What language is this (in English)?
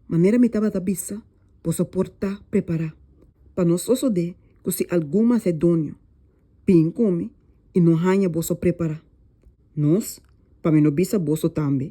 Papiamento